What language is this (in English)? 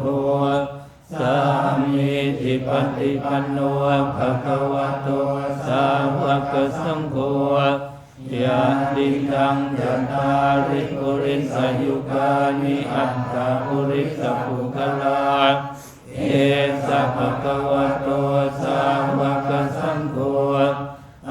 Pali